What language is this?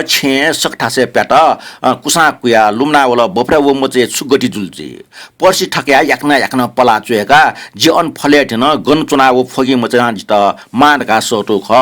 Newari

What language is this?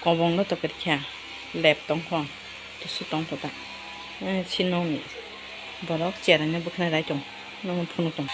Kok Borok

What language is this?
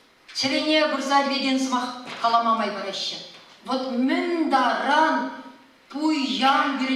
Chuvash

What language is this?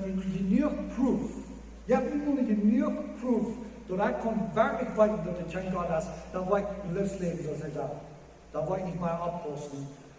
Plautdietsch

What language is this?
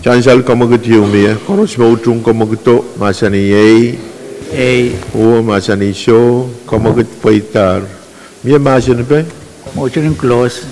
Pohnpeian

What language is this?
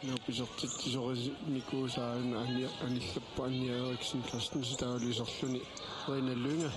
Kalaallisut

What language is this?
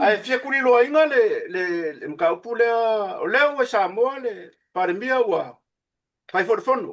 Samoan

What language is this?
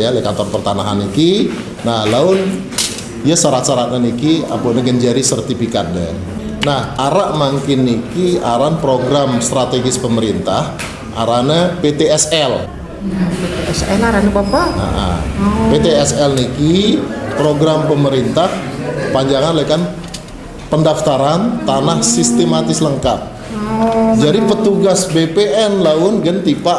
Sasak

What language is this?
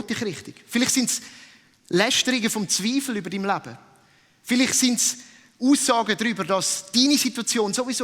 Swiss German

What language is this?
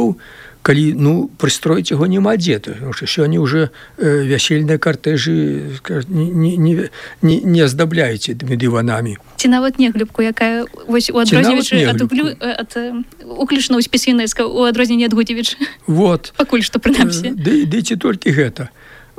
Belarusian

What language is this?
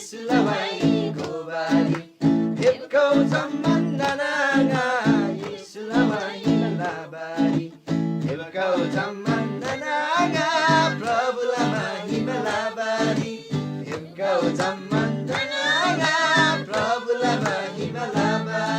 Eastern Tamang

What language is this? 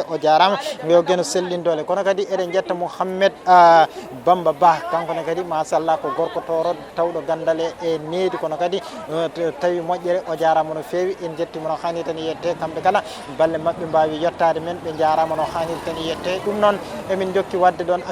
Fula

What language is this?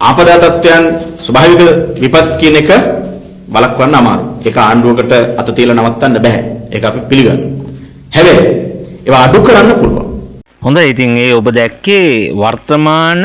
Sinhala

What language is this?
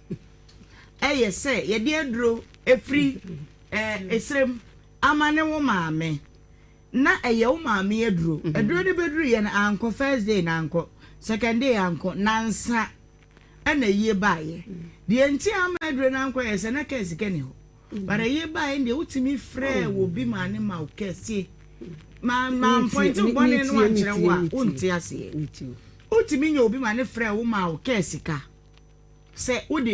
Akan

